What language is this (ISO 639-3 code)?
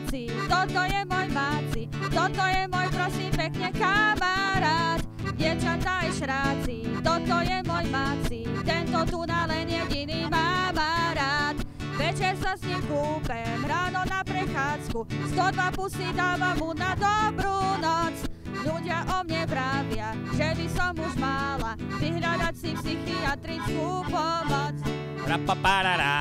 slk